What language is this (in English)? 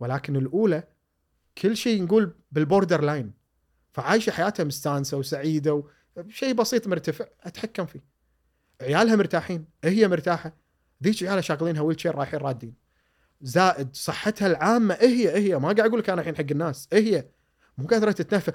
Gulf Arabic